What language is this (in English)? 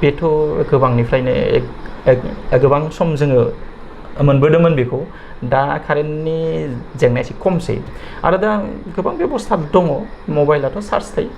Bodo